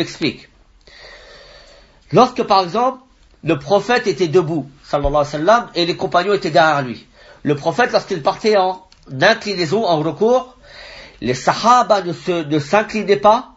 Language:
French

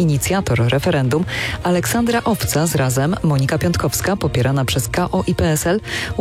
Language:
Polish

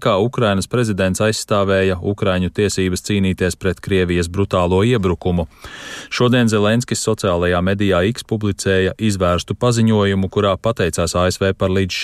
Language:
Latvian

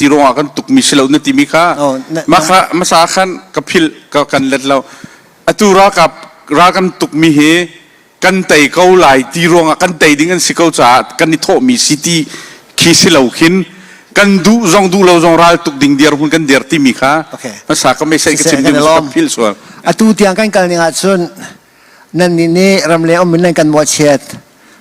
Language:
Hakha Chin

